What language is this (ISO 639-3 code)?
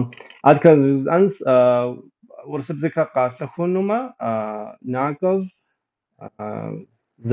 kbd